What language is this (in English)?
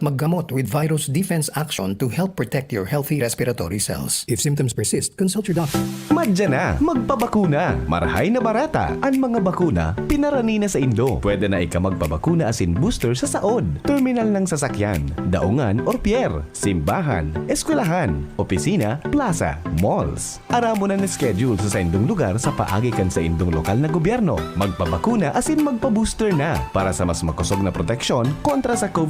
Bikol